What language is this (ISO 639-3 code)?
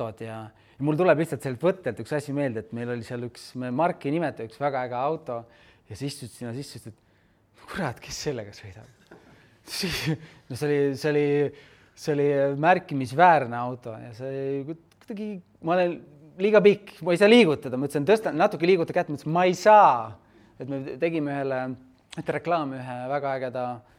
est